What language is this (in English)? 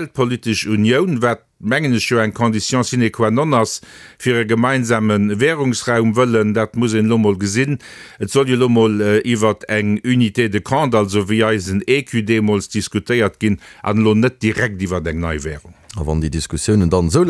Luxembourgish